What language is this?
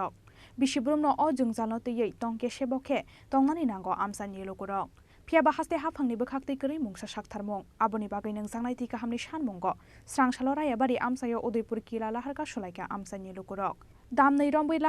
Kok Borok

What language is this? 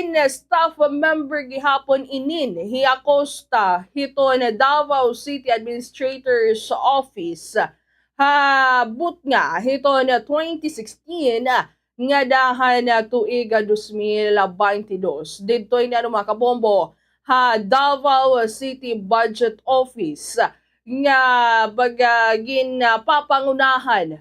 Waray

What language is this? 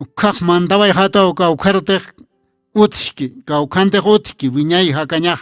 Aymara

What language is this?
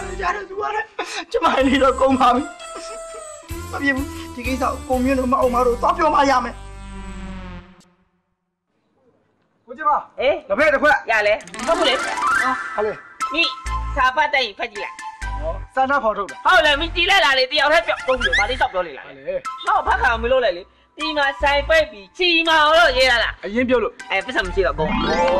Burmese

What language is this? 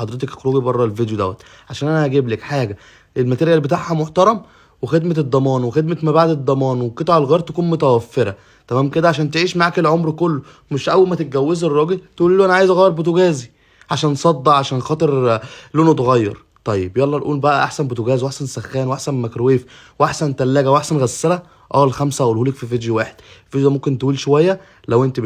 Egyptian Arabic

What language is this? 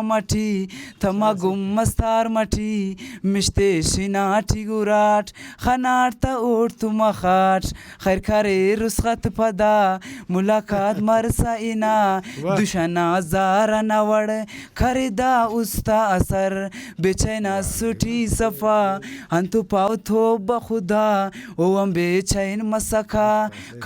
Brahui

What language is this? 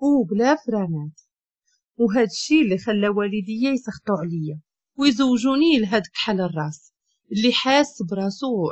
Moroccan Arabic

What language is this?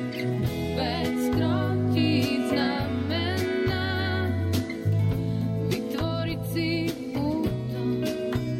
Slovak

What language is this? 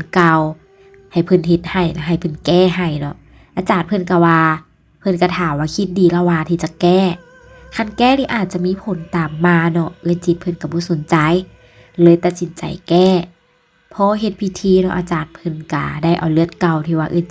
Lao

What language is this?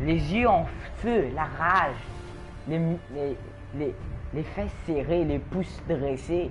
Morisyen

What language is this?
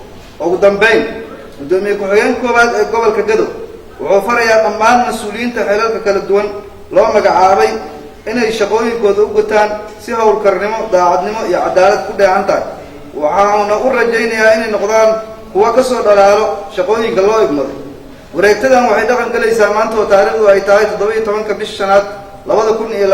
Somali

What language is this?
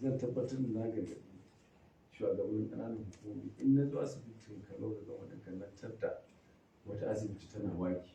Hausa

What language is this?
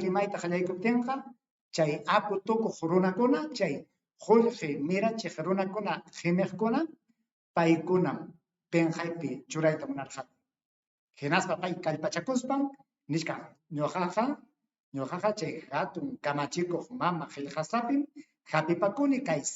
Ayacucho Quechua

